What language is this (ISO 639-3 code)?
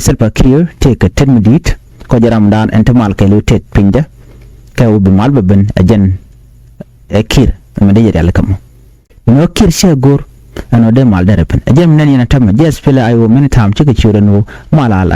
nus